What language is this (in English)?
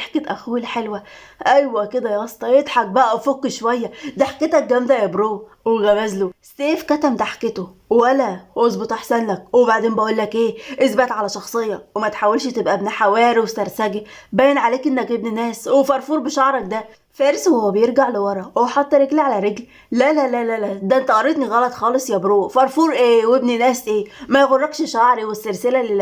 Egyptian Arabic